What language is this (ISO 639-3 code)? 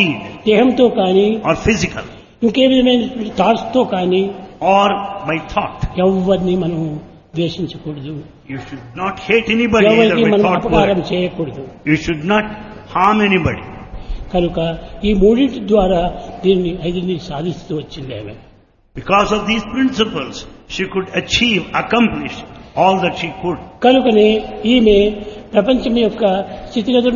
tel